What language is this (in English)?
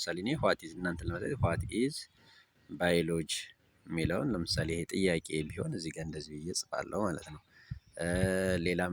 Amharic